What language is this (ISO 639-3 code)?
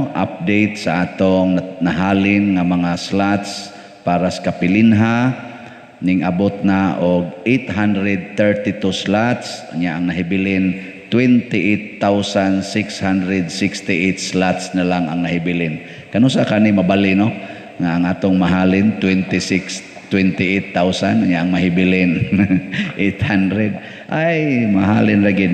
ceb